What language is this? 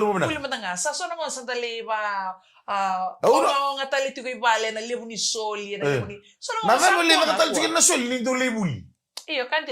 Fijian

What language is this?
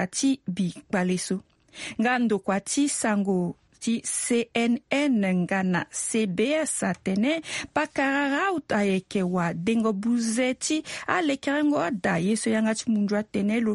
Sango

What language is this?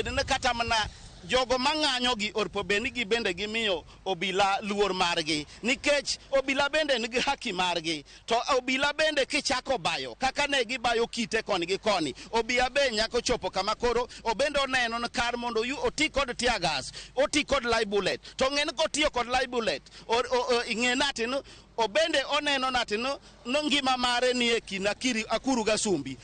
Luo (Kenya and Tanzania)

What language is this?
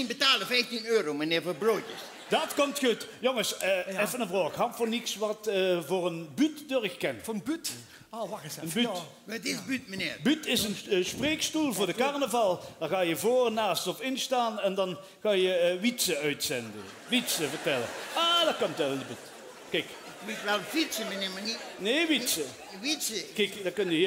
Limburgish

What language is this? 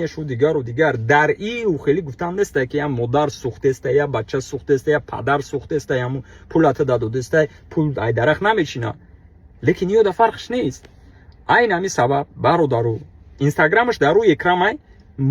Tajik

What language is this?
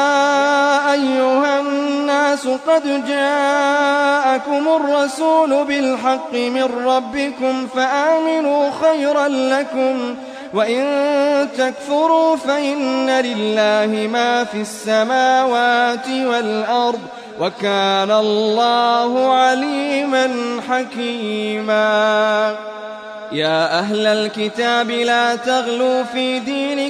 Arabic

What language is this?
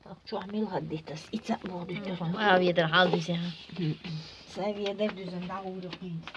Chechen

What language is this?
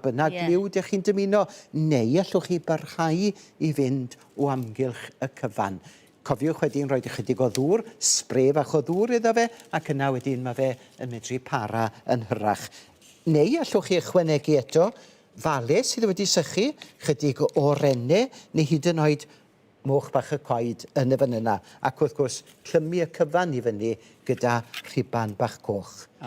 Welsh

